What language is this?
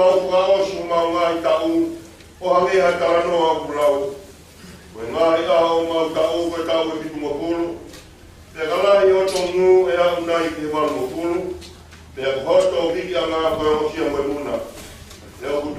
Tongan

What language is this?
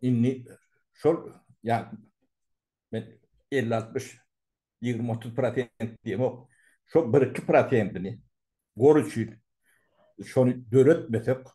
Turkmen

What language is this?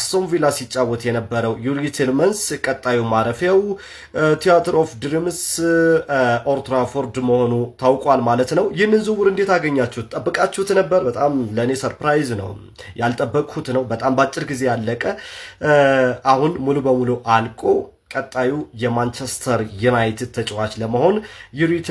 Amharic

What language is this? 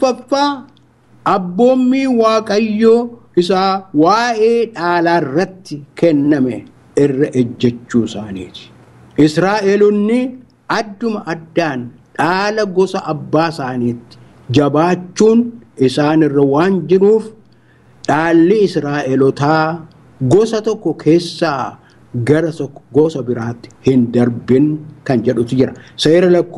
Oromo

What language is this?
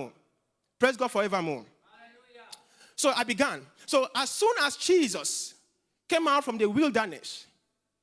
English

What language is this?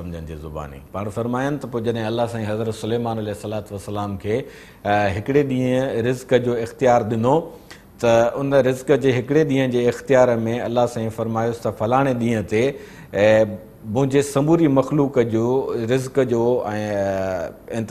Sindhi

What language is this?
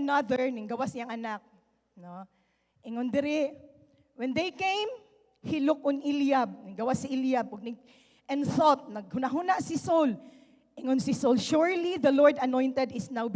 Cebuano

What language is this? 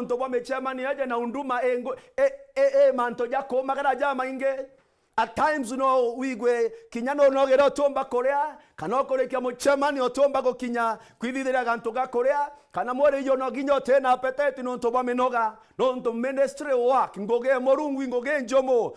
Meru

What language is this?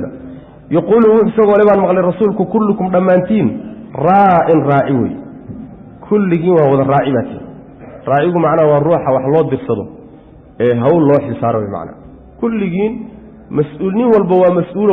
Somali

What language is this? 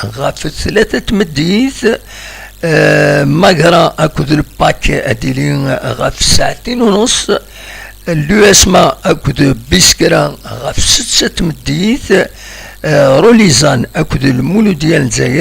Kabyle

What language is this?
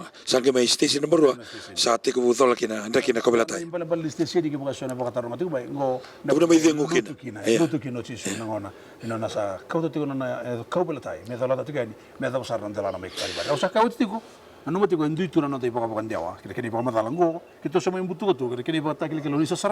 Fijian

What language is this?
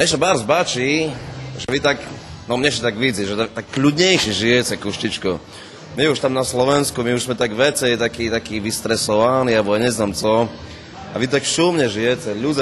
Rusyn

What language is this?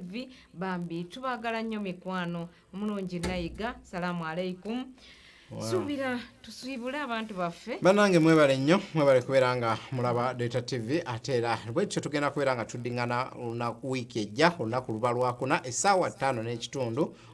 Ganda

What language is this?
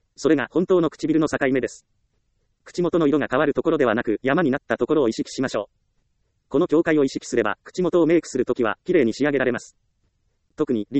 Japanese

